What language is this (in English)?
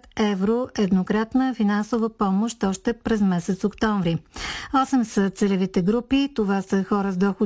Bulgarian